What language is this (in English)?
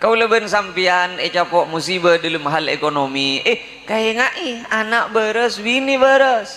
Madurese